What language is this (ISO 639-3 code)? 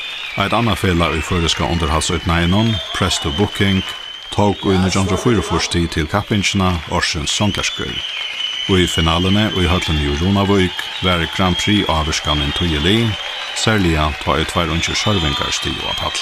fao